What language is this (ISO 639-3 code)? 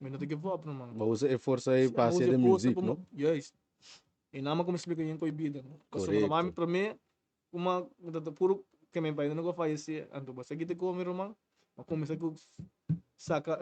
pap